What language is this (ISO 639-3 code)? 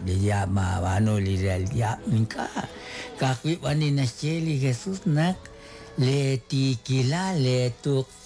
kek